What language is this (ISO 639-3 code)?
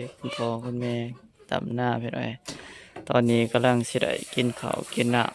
lao